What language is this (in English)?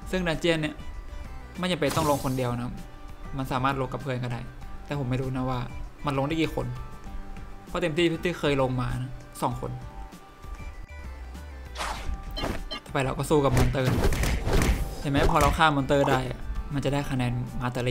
Thai